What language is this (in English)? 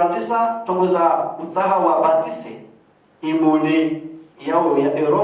Ngazidja Comorian